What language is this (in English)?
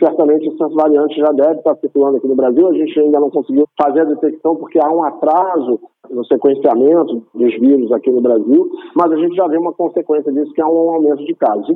Portuguese